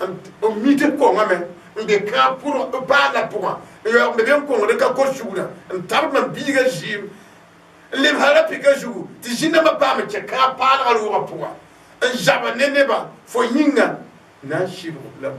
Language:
Mossi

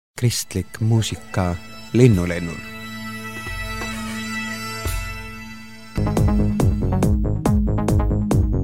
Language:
Estonian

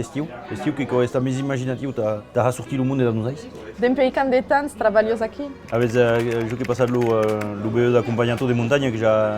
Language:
Occitan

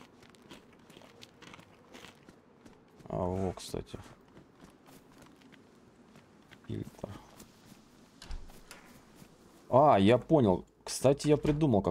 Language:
Russian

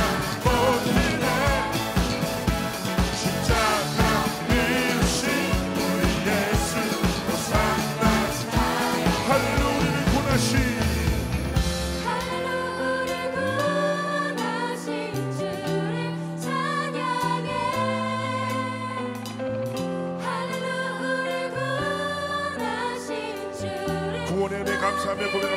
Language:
Korean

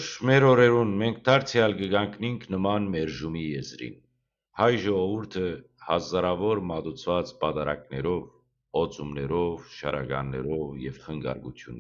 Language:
Western Armenian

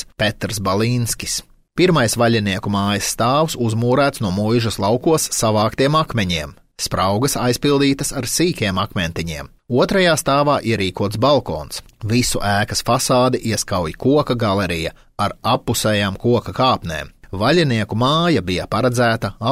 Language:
Latvian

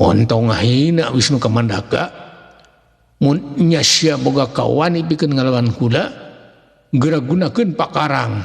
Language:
Sundanese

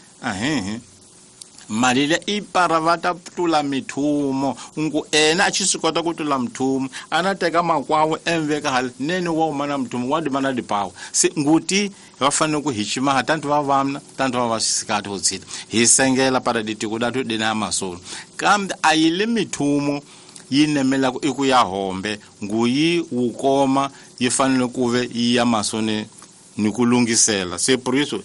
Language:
Tsonga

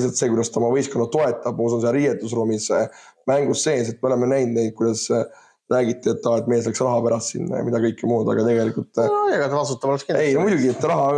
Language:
Estonian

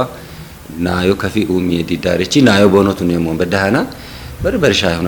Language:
Kafa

